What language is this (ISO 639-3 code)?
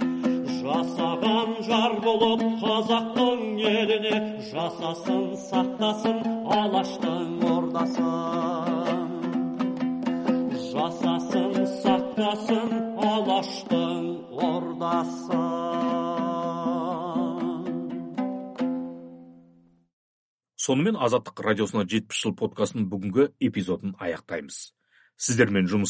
kaz